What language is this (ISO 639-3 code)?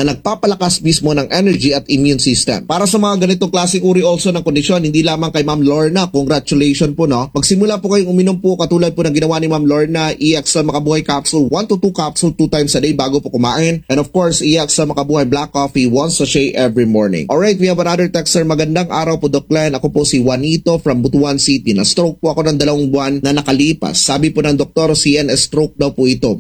fil